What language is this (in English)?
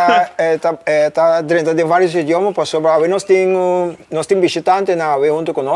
Papiamento